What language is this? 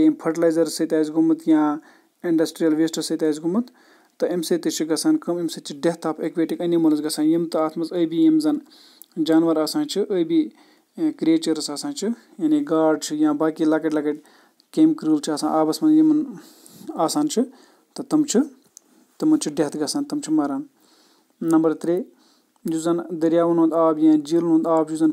Kashmiri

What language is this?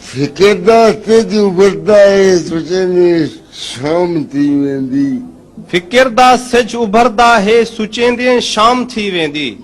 Saraiki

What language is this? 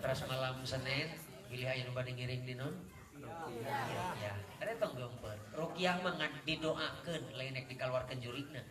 Sundanese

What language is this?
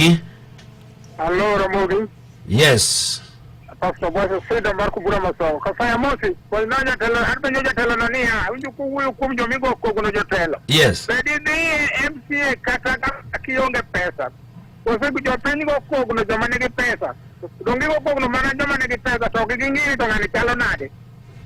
Luo (Kenya and Tanzania)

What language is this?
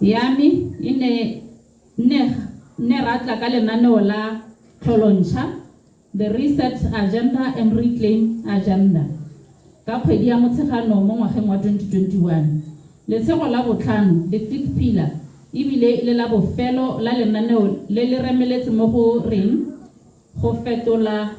Tswana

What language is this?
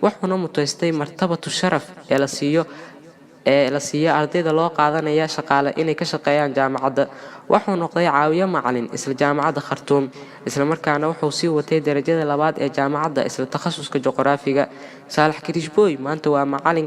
Somali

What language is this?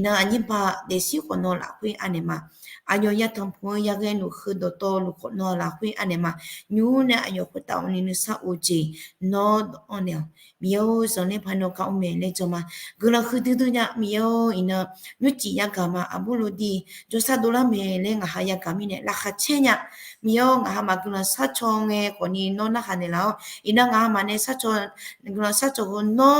Akha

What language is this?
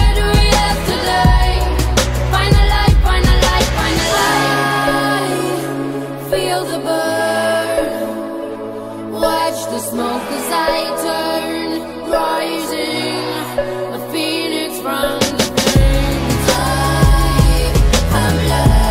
English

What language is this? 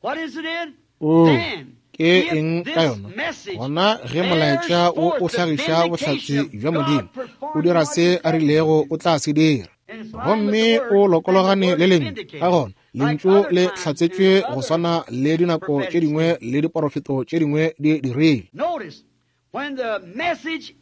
Northern Sotho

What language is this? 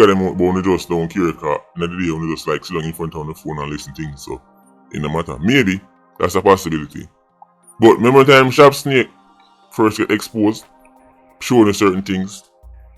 Jamaican Creole English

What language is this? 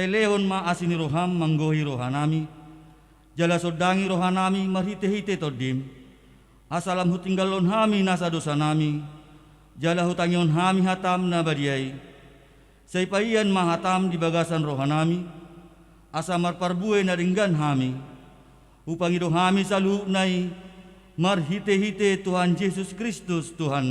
Batak Toba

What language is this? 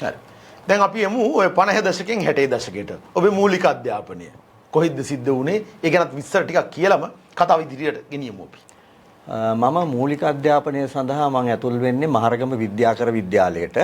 Sinhala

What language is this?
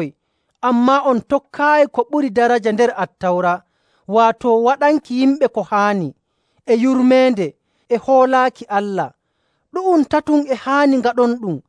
Nigerian Fulfulde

